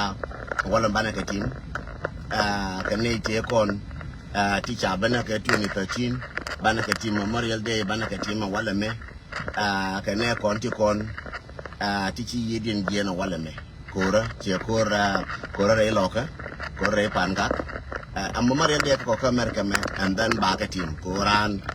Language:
Nuer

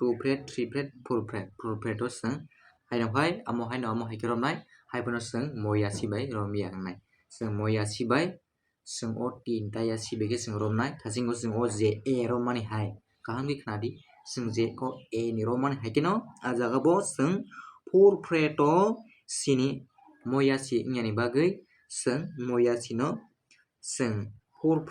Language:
Kok Borok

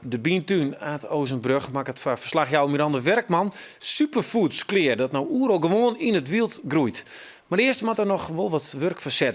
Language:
Western Frisian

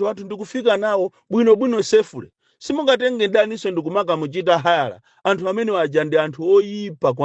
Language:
Nyanja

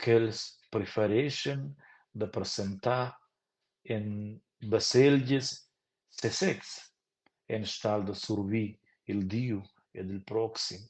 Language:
Romansh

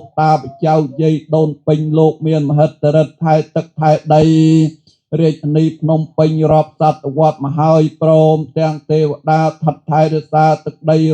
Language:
Khmer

